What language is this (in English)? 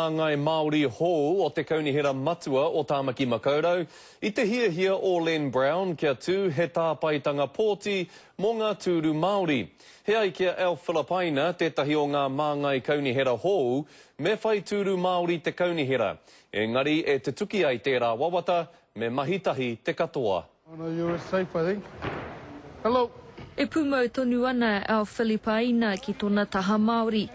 Māori